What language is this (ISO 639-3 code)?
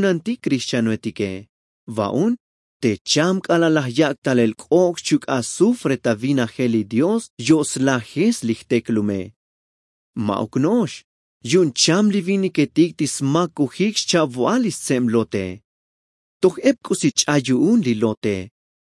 tzo